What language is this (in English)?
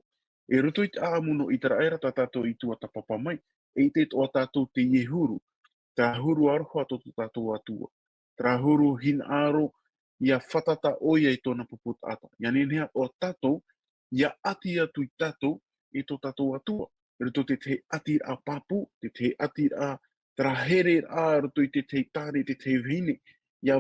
Tahitian